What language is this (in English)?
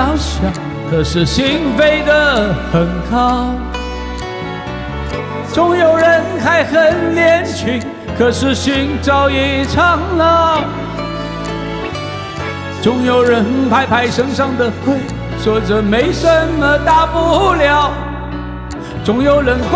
Chinese